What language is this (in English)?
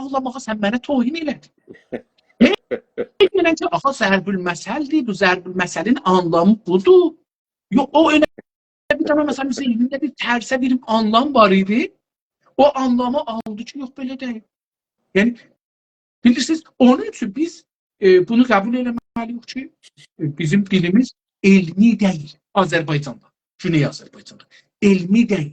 South Azerbaijani